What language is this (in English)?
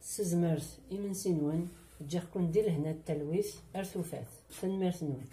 Kabyle